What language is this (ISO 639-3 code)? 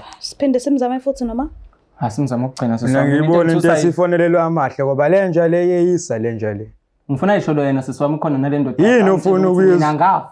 zul